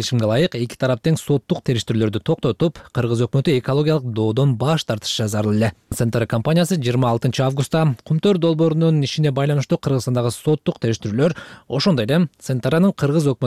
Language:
Kyrgyz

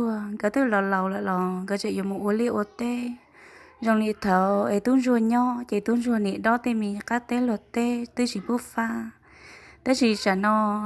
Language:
Hmong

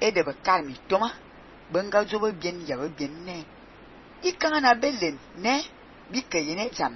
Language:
Fang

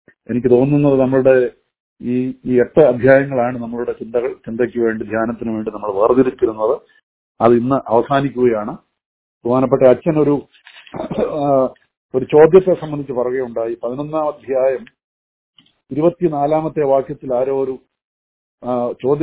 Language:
Malayalam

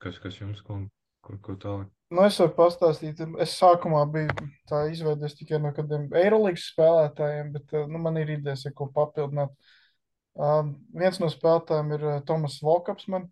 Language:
Latvian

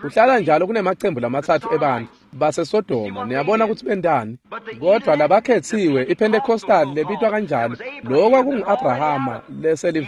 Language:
Swati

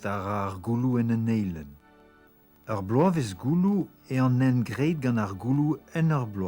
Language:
Breton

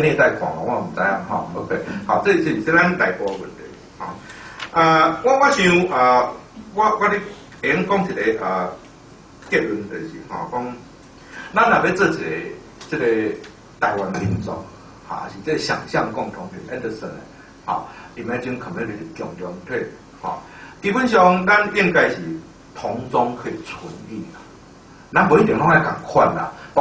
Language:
Min Nan Chinese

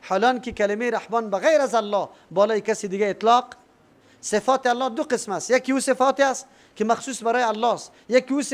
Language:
Persian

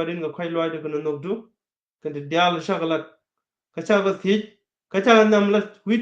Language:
Nuer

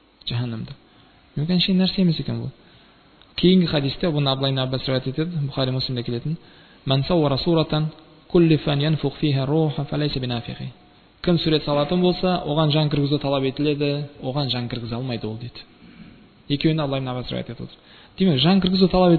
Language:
Kazakh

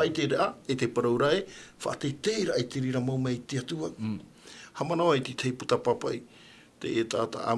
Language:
Tahitian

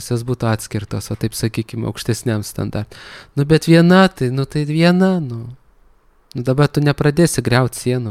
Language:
Lithuanian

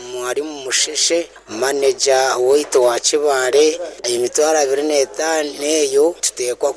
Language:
Nyankole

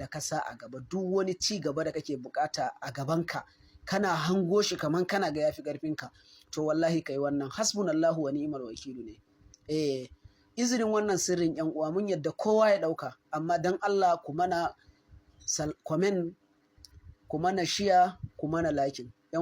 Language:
Hausa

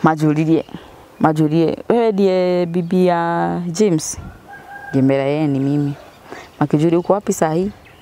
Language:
Swahili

